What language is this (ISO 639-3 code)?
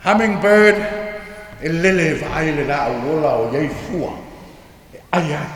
smo